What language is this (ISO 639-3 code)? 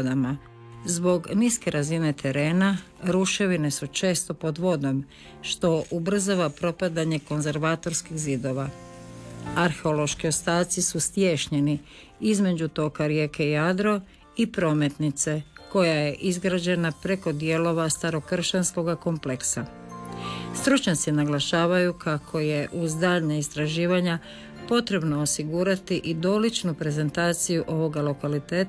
hrv